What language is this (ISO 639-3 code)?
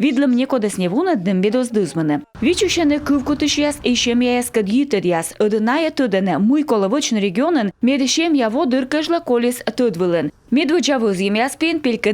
kom